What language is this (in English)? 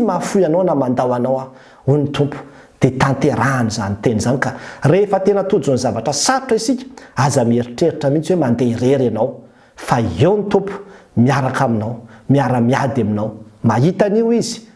Malagasy